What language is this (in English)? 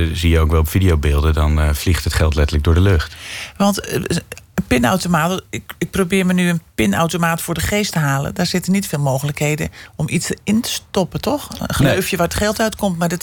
Dutch